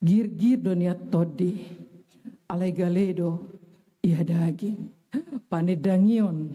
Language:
Batak Toba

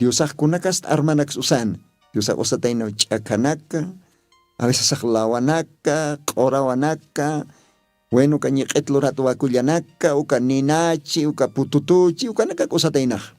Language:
Aymara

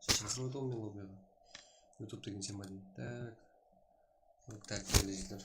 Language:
Kara-Kalpak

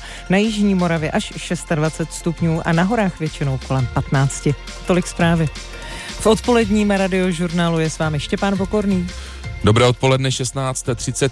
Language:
Czech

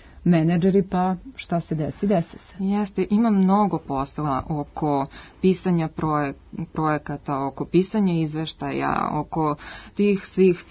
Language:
Serbian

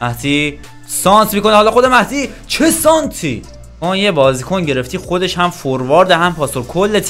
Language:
Persian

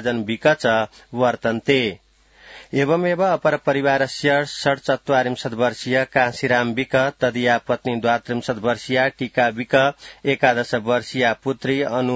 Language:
Sanskrit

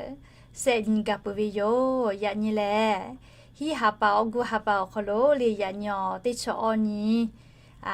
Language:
Lahu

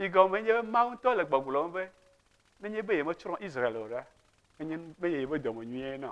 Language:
Ewe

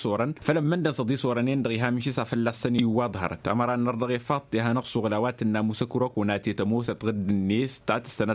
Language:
Tamasheq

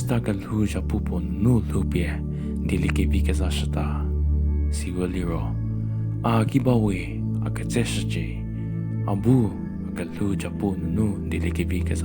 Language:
Angami Naga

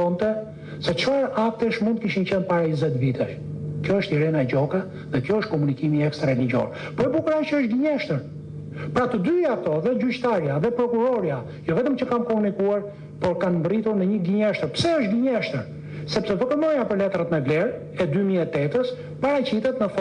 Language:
Albanian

